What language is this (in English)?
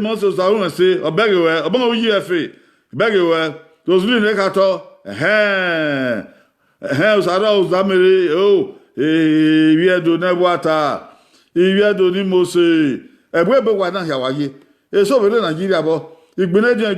Bini